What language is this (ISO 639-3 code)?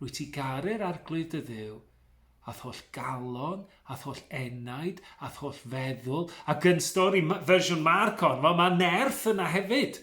cym